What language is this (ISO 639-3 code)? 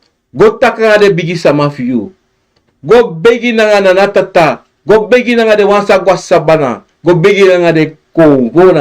srn